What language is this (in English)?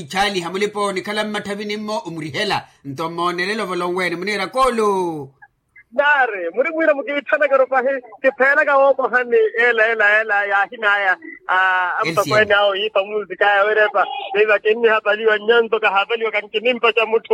Makhuwa